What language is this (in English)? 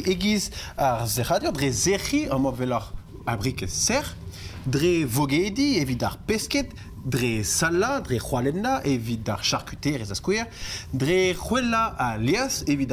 Breton